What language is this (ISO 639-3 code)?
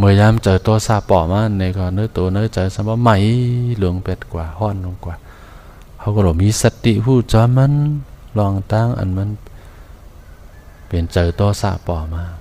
shn